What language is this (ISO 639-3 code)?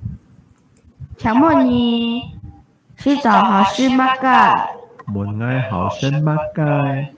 hak